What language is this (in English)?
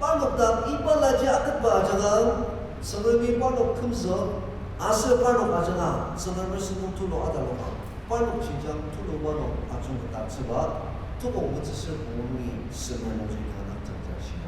Ao Naga